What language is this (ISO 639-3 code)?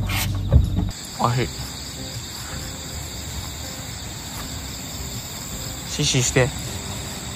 jpn